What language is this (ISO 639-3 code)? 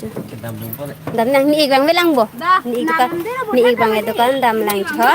mjw